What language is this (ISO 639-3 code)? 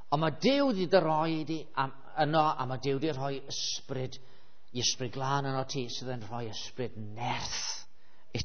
cym